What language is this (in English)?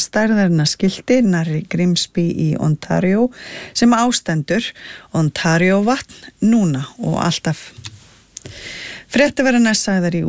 Icelandic